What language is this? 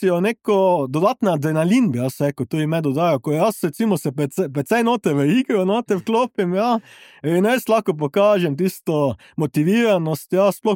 Slovenian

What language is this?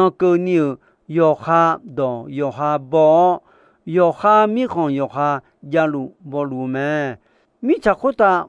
Akha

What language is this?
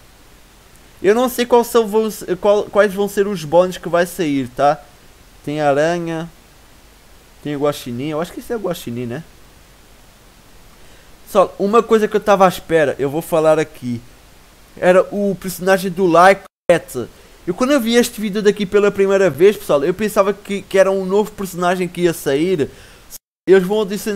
Portuguese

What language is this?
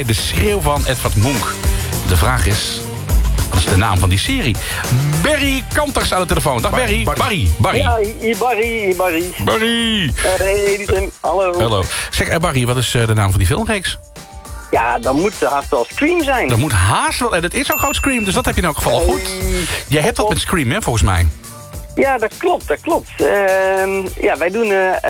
Dutch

